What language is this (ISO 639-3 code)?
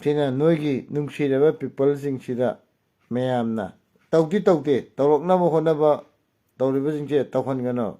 mni